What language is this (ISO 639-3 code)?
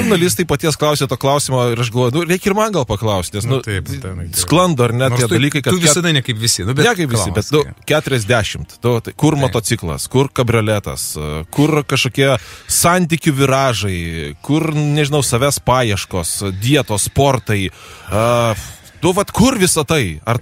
lit